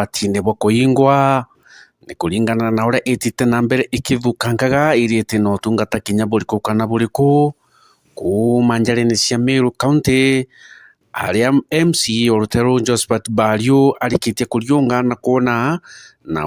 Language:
Meru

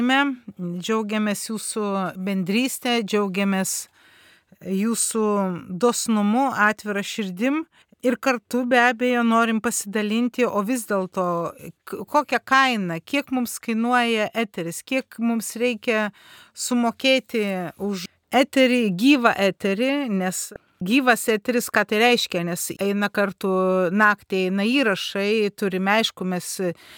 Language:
Lithuanian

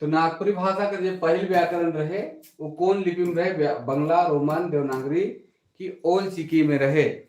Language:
Sadri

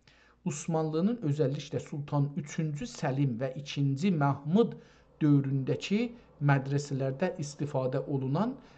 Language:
South Azerbaijani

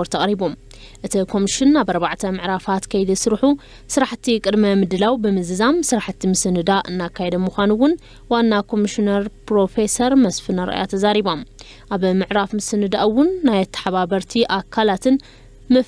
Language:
Tigrinya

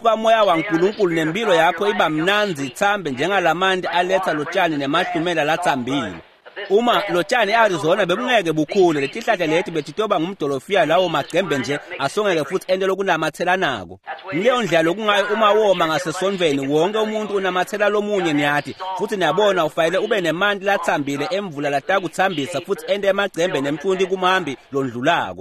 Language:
Swati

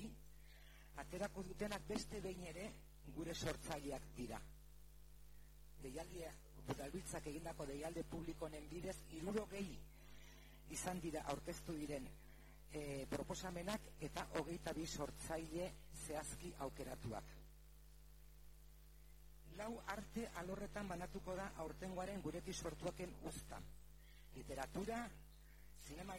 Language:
Basque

